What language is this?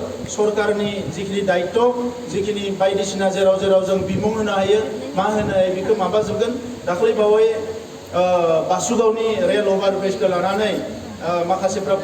Bodo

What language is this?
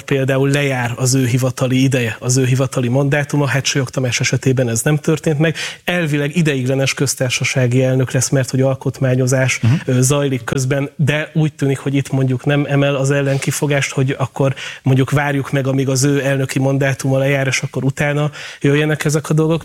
Hungarian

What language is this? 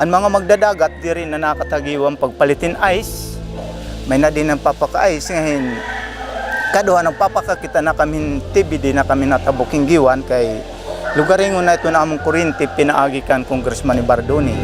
Waray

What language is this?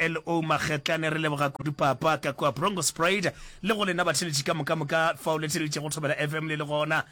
Northern Sotho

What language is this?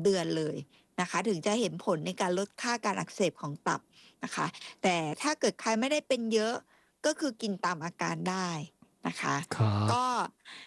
Thai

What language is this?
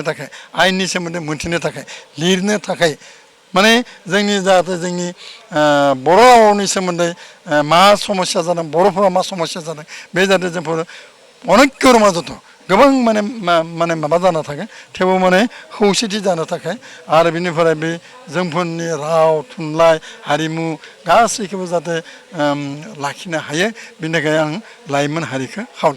Bodo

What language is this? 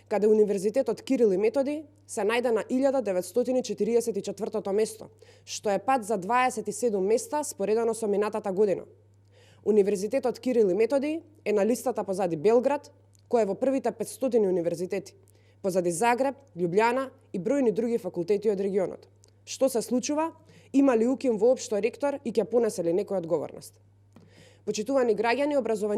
Macedonian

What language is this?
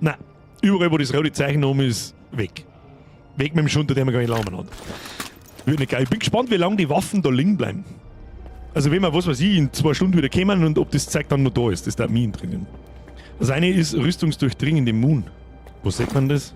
Bavarian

